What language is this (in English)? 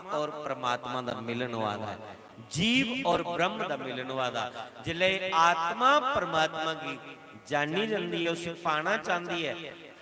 Dogri